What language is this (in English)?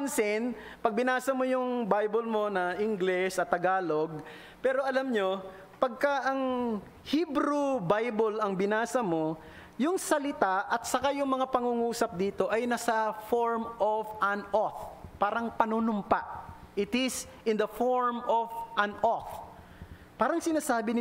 Filipino